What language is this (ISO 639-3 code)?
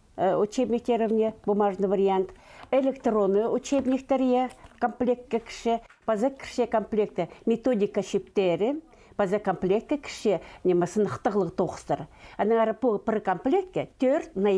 kjh